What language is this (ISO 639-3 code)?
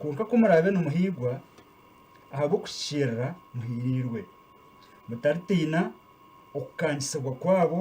nyn